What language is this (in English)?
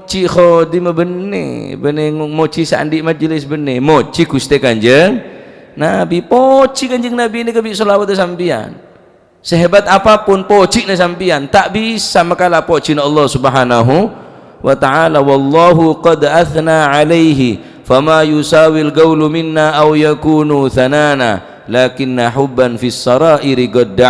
Madurese